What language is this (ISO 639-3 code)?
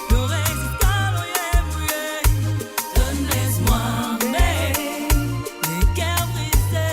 mfe